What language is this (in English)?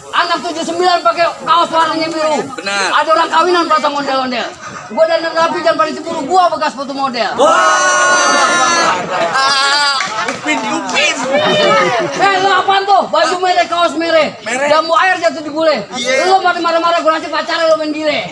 Betawi